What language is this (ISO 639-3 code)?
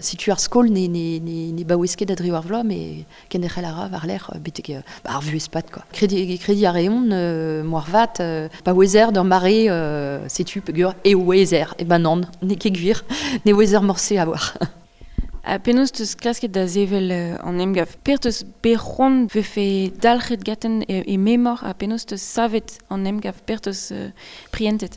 bre